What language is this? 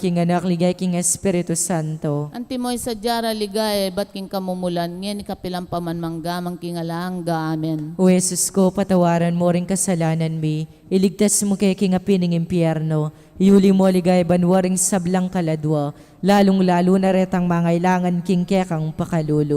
Pampanga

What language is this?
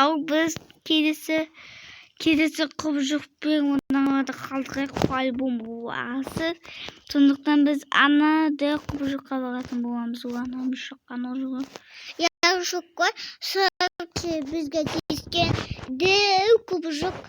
Kazakh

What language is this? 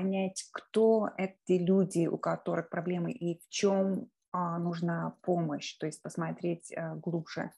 Russian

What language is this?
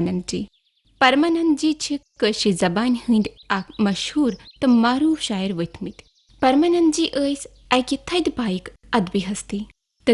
Kashmiri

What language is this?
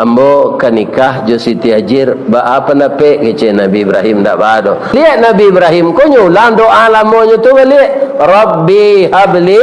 Minangkabau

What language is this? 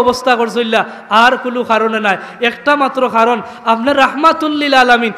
Sylheti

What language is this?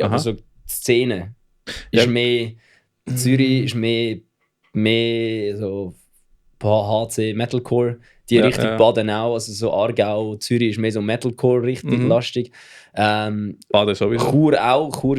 Swiss German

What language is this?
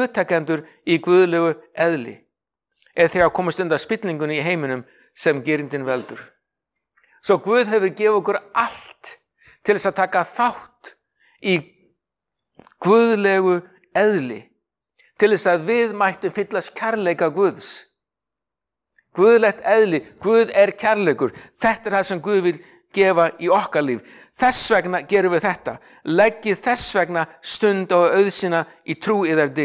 Icelandic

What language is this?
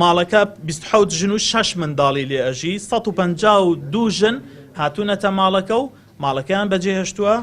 Central Kurdish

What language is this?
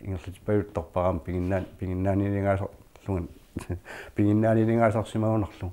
Kalaallisut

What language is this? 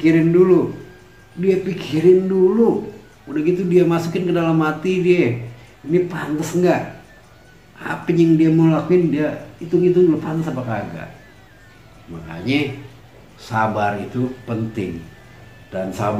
Betawi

